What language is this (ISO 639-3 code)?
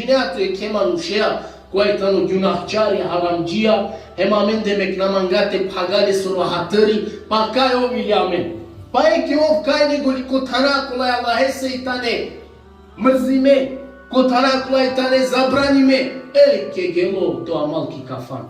rmn